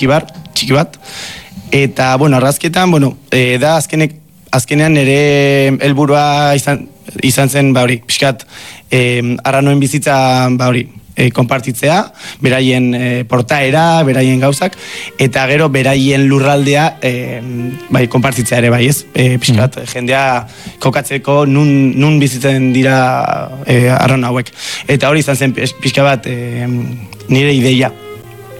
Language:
Basque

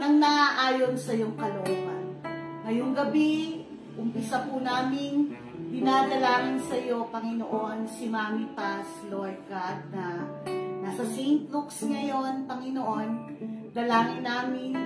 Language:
Filipino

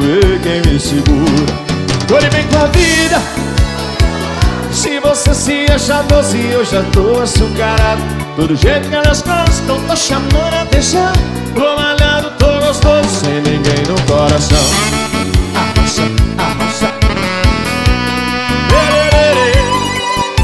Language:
Portuguese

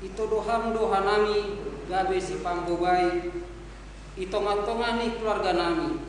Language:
Batak Simalungun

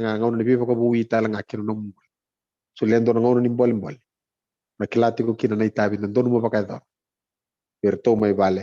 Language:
Fijian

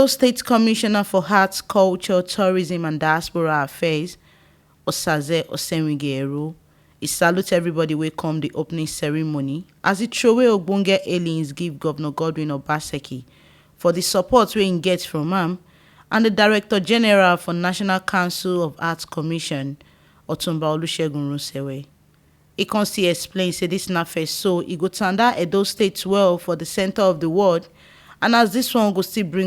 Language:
Nigerian Pidgin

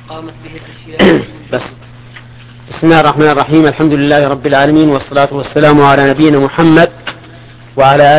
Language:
Arabic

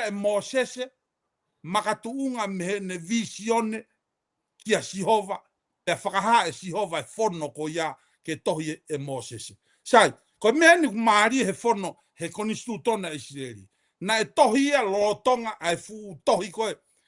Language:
Tongan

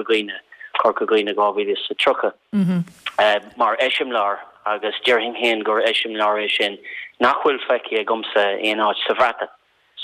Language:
Irish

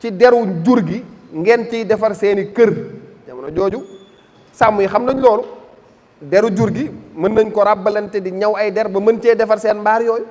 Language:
Wolof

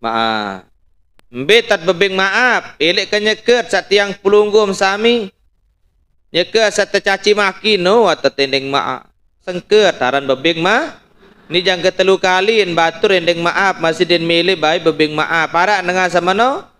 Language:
Sasak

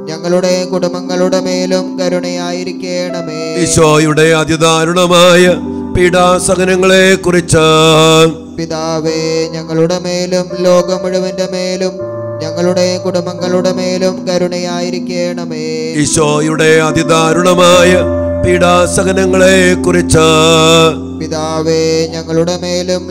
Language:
Malayalam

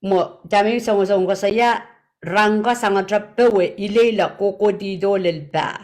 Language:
Pohnpeian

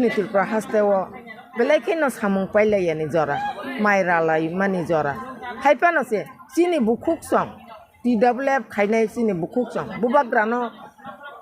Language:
Kok Borok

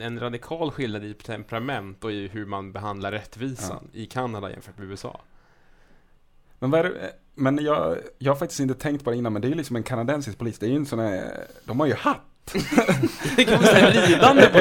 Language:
Swedish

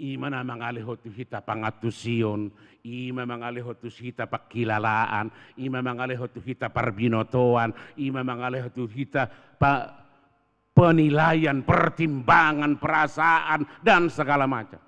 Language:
Batak Toba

